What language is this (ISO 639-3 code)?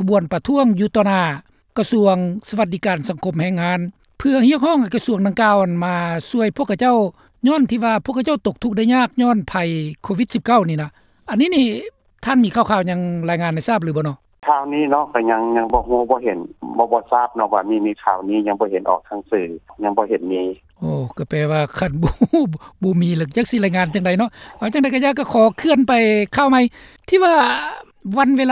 lao